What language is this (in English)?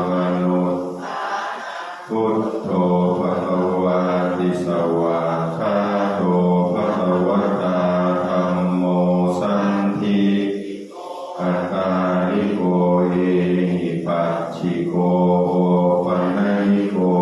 Pali